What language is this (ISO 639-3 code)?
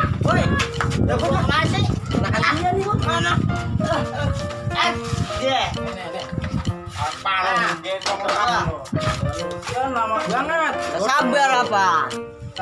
bew